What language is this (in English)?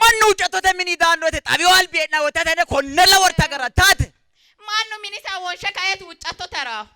Sidamo